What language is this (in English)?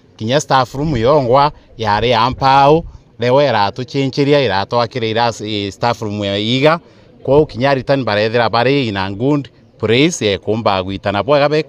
Meru